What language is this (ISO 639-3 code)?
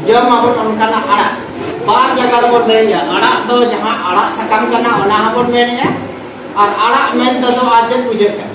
sat